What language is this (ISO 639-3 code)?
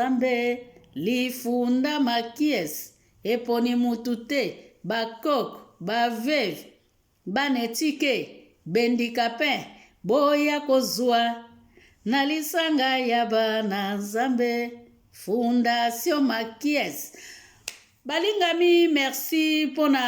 lin